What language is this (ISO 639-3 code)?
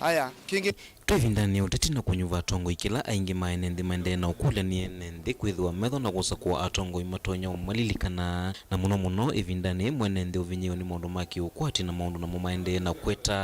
kam